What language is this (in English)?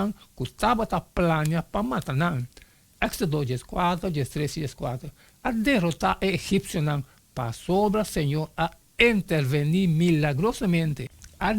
Papiamento